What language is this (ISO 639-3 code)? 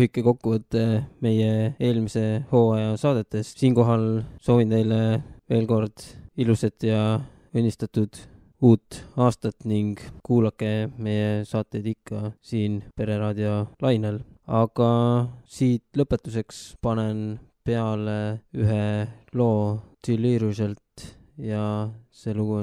est